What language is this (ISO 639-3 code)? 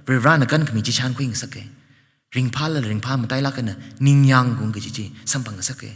nmf